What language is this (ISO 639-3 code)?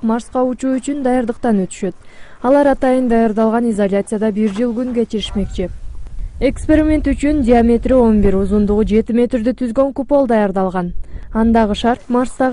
kir